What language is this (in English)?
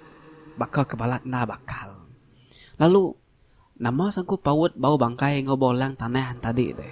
Iban